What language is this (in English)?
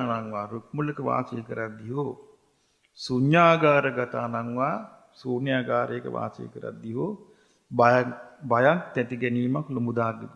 Sinhala